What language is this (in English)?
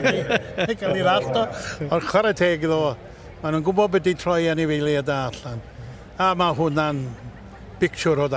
Welsh